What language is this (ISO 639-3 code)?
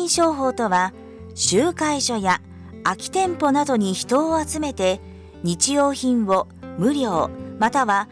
jpn